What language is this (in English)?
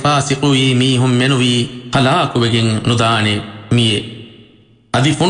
Divehi